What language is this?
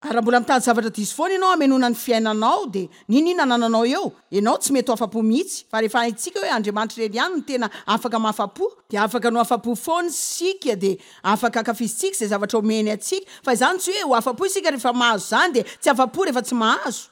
Malagasy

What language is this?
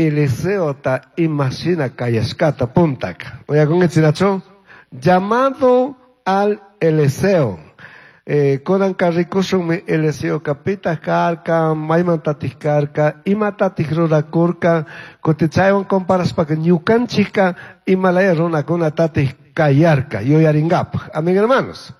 Chimborazo Highland Quichua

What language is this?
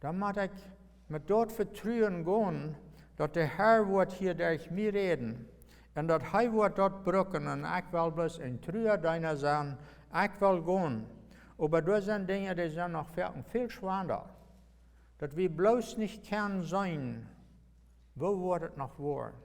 Plautdietsch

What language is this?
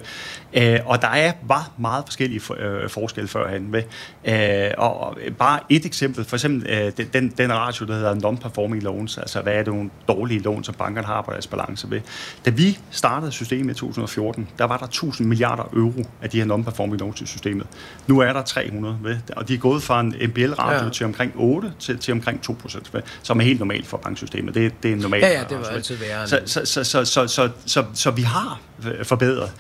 Danish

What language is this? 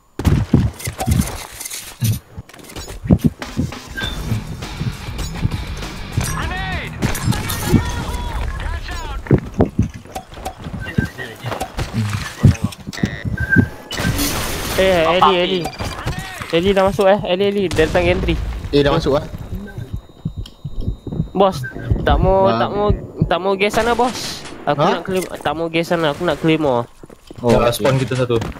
Malay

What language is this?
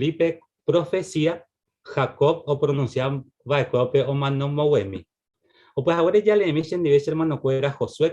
Guarani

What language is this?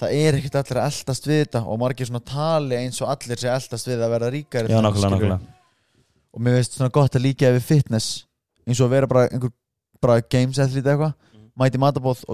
Icelandic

